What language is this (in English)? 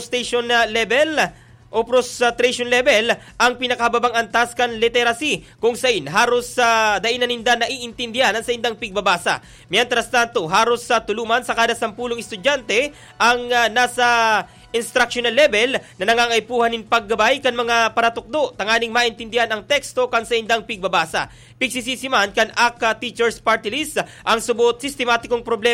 Bikol